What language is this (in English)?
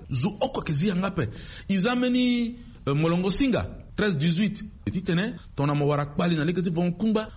Sango